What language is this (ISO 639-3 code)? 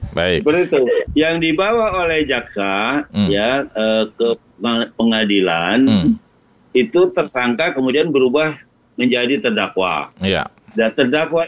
ind